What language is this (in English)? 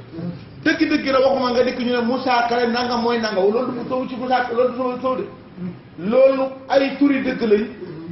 Wolof